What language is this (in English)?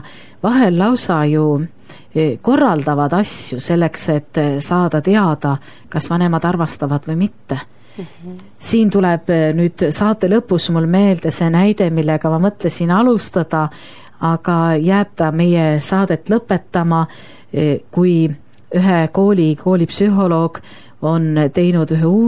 Estonian